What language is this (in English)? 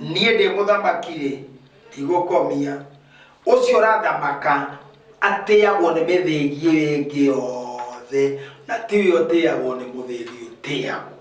Kikuyu